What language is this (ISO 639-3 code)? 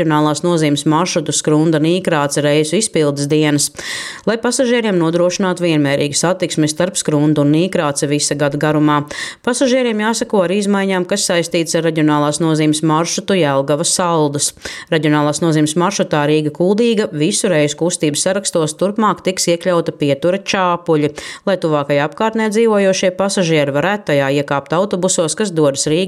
lav